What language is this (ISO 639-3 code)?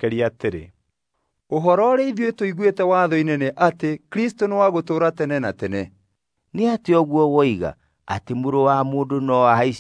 kik